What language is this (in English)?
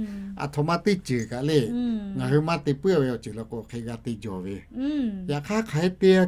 Lahu